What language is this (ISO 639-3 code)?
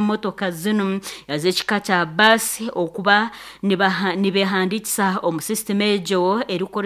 nyn